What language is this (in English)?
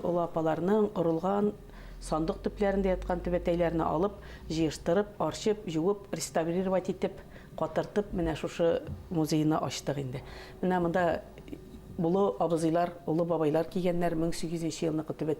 Bashkir